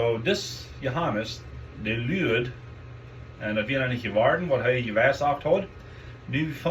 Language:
Plautdietsch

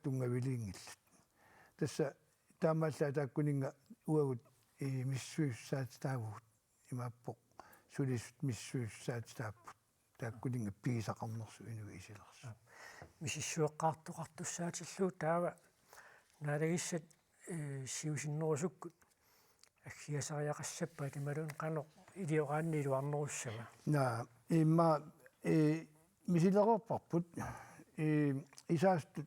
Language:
Kalaallisut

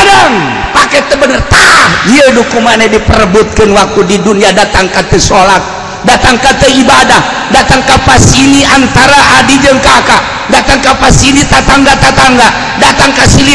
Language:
Sundanese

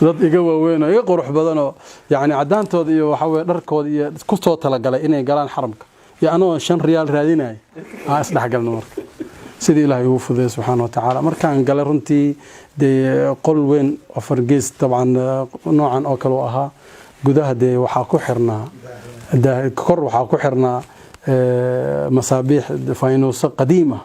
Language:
Somali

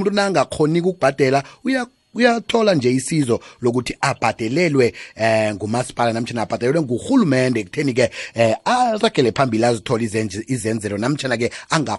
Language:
South Ndebele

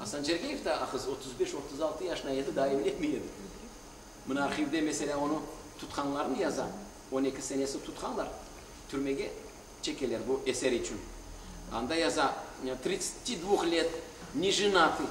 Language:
Crimean Tatar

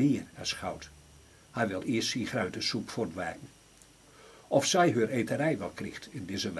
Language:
Gronings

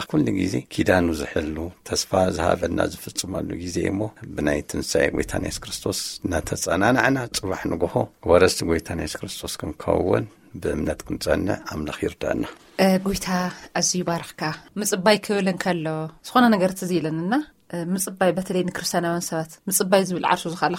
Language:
Tigrinya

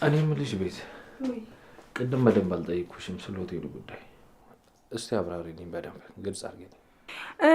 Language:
Amharic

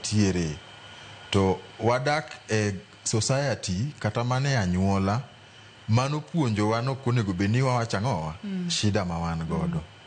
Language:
Luo (Kenya and Tanzania)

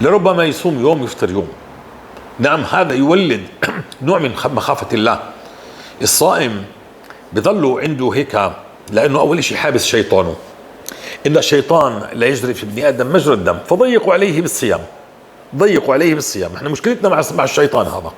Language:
North Levantine Arabic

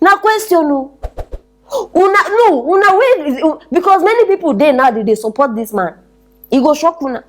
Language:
Nigerian Pidgin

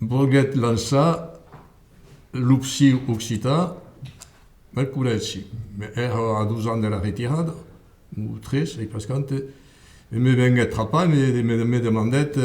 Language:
Occitan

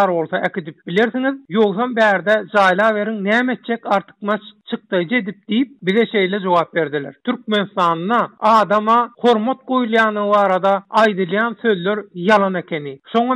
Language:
Turkmen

